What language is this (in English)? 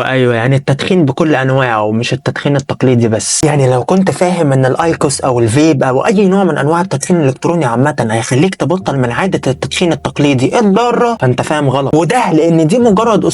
Egyptian Arabic